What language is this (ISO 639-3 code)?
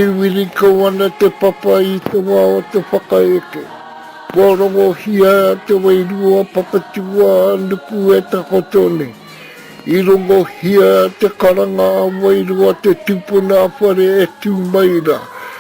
mri